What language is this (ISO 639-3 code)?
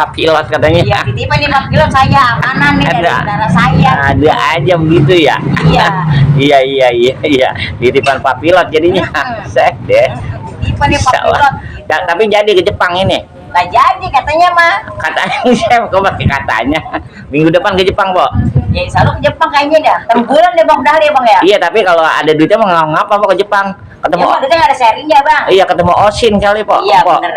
bew